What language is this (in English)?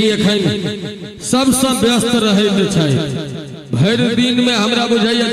Maithili